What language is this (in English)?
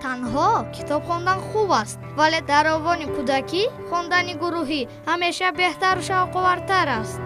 Tajik